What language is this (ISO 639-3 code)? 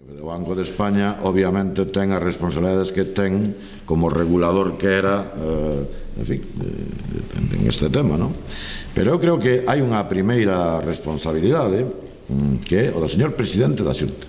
glg